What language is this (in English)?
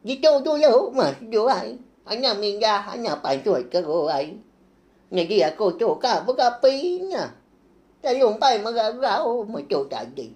Iban